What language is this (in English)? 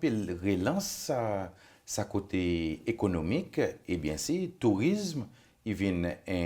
Seselwa Creole French